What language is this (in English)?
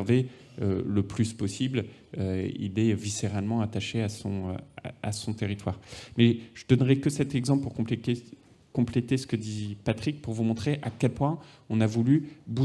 French